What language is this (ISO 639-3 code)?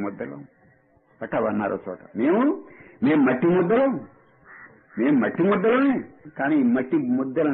tel